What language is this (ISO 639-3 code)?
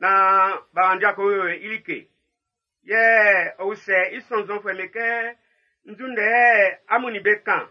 bci